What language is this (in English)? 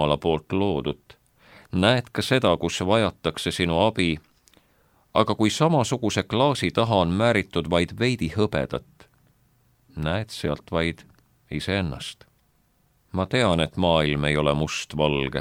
Estonian